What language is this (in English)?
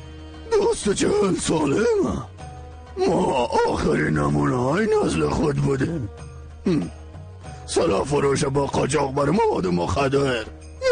Persian